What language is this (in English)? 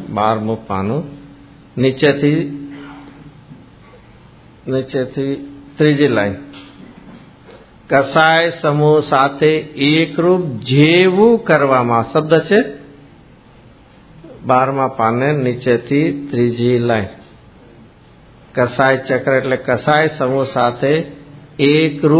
Gujarati